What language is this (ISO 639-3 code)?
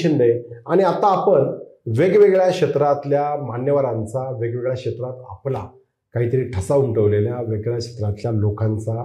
mar